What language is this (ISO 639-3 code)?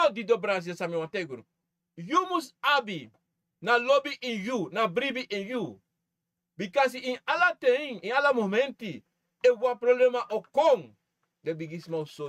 srn